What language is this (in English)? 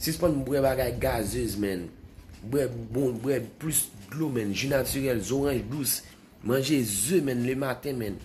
Haitian Creole